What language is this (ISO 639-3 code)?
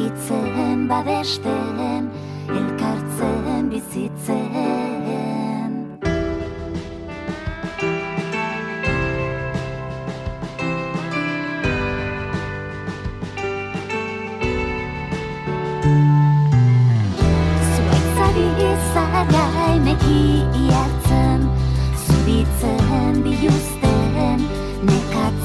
eus